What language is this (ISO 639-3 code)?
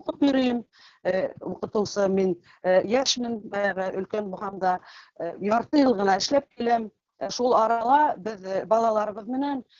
bak